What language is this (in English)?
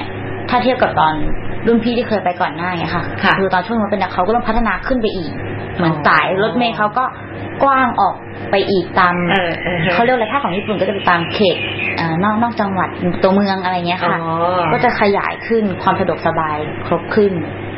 Thai